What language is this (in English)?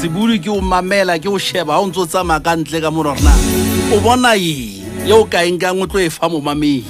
Southern Sotho